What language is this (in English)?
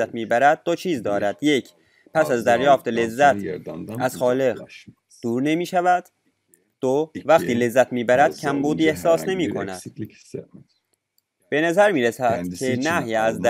Persian